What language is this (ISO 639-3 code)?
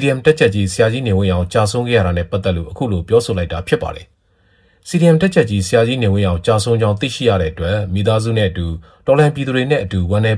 mya